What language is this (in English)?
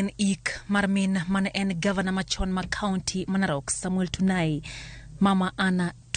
Luo (Kenya and Tanzania)